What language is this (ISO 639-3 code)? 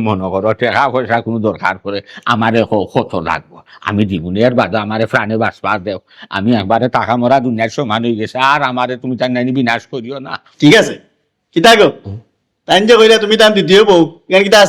syl